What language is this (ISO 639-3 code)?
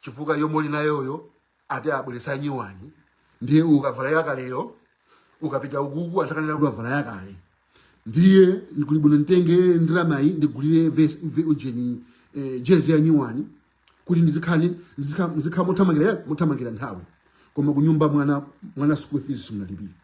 nya